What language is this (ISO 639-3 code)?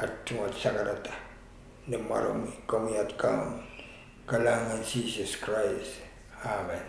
pon